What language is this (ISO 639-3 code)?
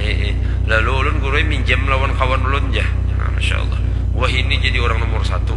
bjn